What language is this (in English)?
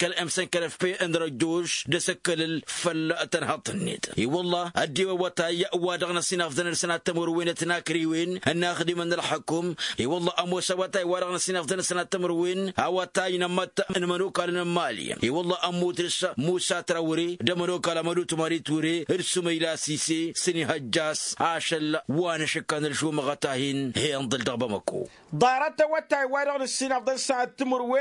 Tamasheq